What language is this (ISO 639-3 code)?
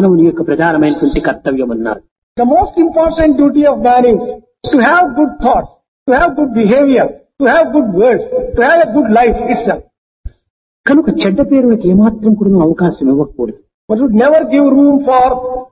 tel